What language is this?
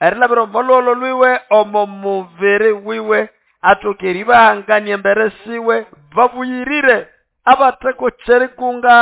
Nande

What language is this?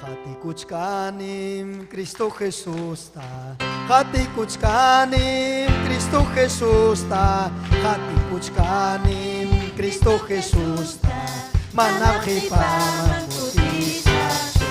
Ayacucho Quechua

